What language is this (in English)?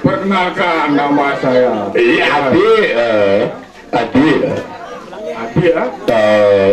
Balinese